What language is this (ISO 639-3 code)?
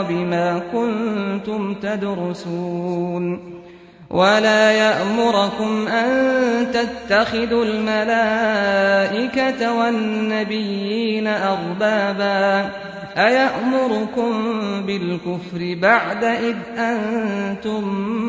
ara